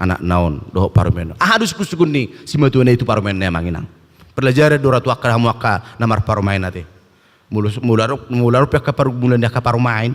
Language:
Batak Toba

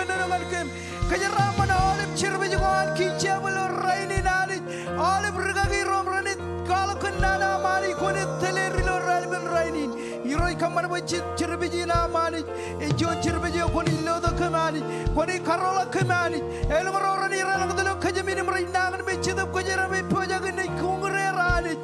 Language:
Marshallese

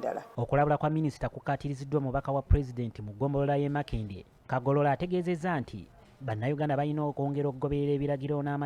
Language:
Ganda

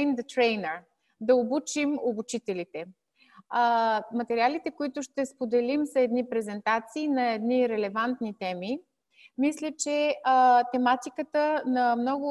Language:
Bulgarian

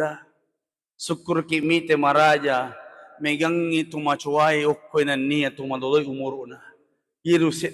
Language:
Buginese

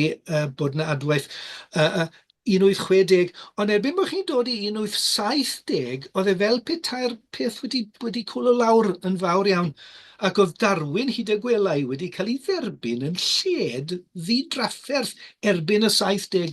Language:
Welsh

